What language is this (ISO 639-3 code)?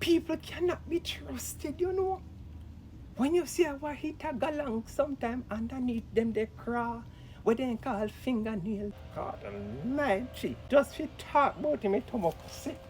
jam